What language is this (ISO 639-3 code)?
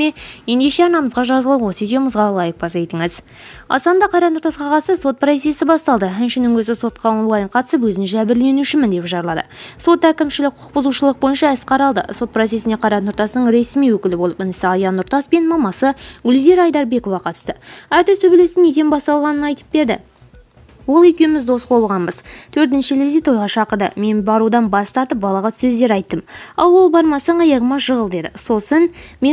kaz